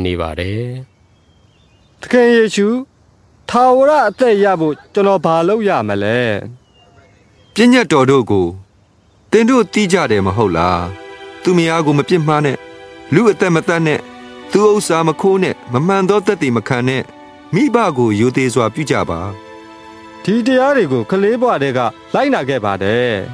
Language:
Burmese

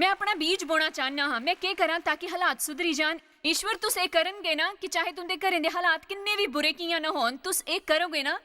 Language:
Dogri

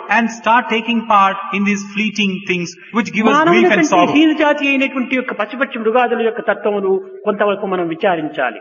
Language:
Telugu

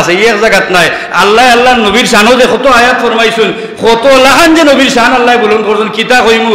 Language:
Sylheti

